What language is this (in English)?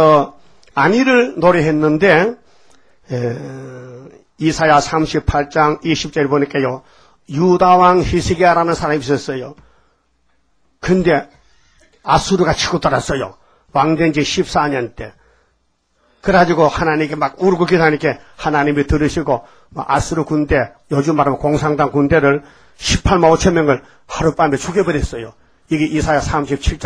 Korean